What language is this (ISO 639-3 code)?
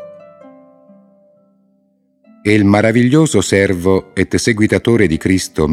ita